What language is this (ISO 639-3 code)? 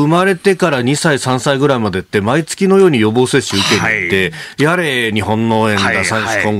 jpn